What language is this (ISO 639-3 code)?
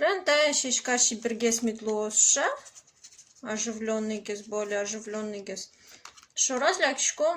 udm